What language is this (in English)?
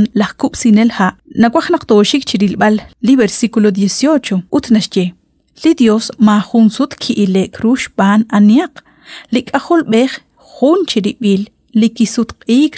Kekchí